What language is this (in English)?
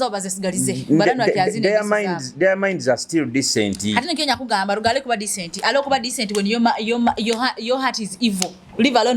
Nyoro